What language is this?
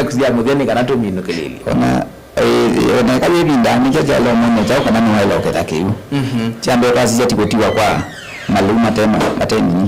Kamba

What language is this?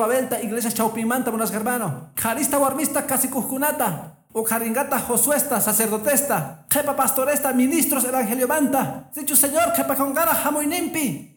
Quechua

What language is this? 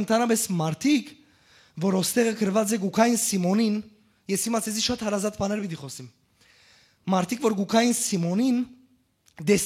Western Armenian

